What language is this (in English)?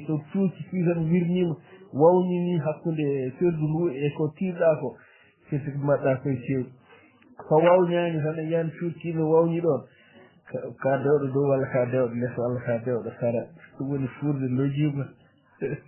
Fula